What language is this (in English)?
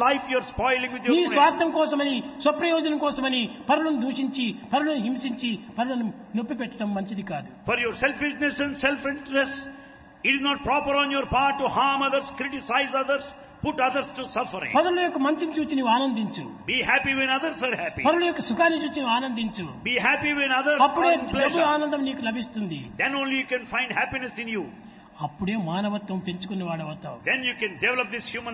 Telugu